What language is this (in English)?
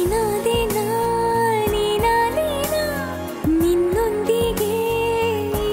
Kannada